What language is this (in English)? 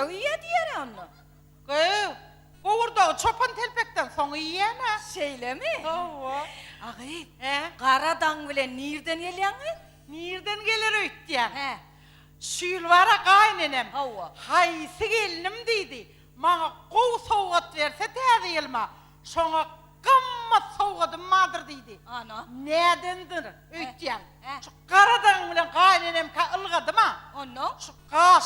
Turkmen